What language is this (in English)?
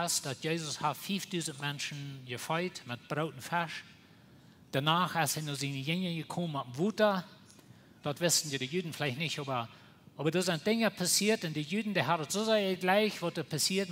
Plautdietsch